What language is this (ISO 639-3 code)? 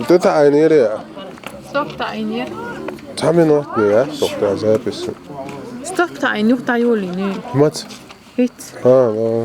che